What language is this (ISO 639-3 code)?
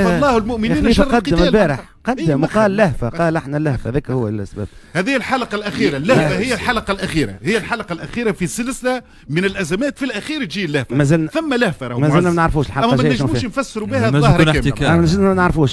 aeb